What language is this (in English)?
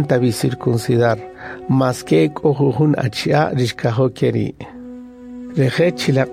Kaqchikel